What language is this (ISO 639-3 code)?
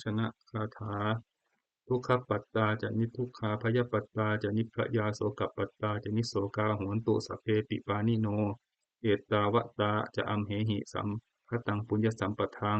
pli